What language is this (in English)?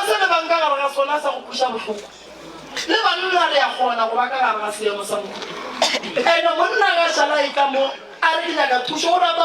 Northern Sotho